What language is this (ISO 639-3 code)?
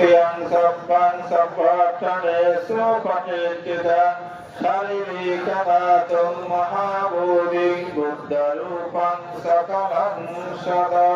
pli